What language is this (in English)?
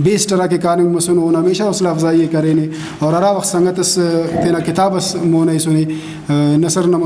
Brahui